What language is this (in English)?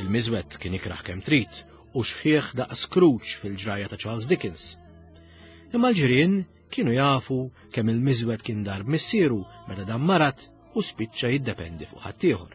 Maltese